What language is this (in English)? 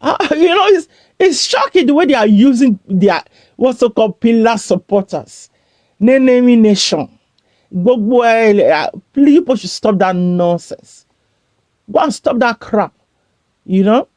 Nigerian Pidgin